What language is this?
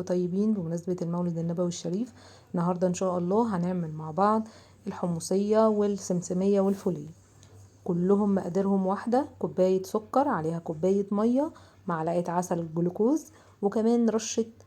Egyptian Arabic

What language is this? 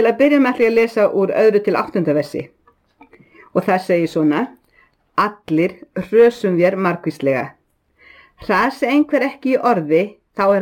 Icelandic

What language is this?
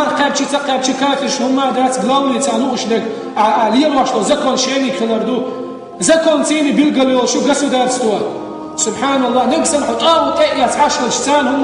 Chechen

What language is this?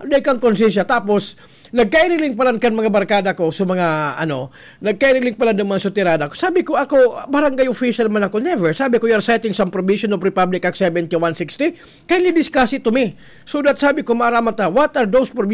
Bikol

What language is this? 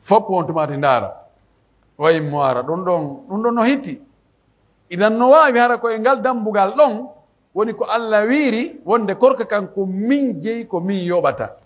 Pular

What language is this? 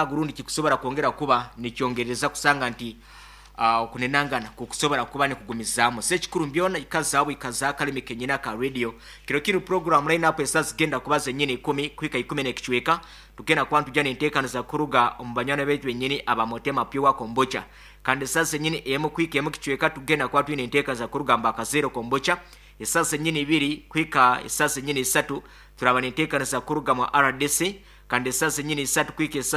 Nyankole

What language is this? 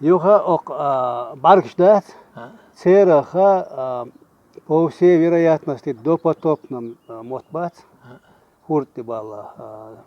Chechen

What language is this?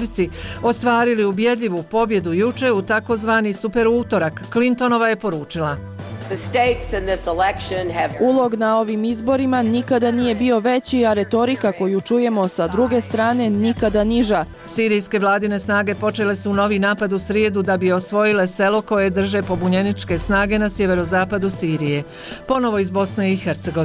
Bosnian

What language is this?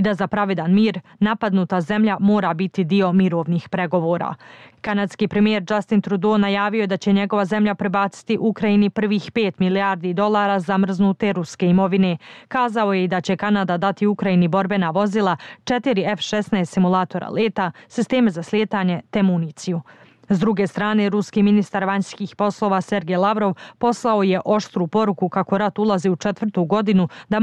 Bosnian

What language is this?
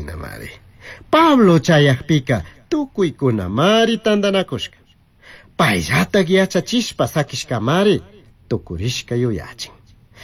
Chimborazo Highland Quichua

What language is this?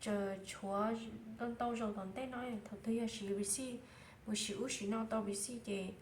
Hmong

